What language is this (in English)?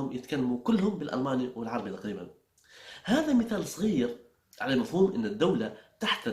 Libyan Arabic